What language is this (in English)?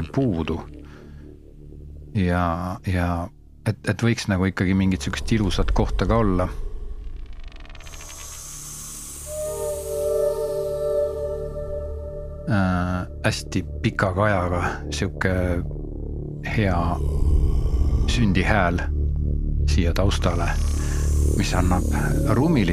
Estonian